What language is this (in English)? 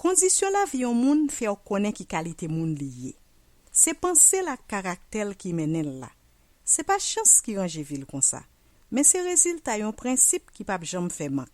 Haitian Creole